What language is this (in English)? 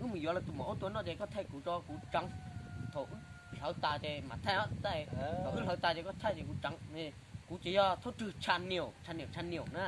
Hmong